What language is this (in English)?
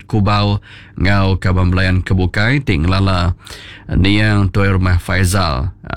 Iban